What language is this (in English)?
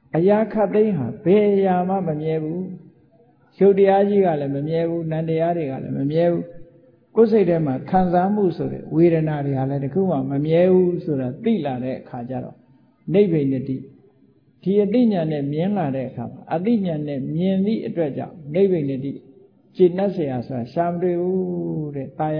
Burmese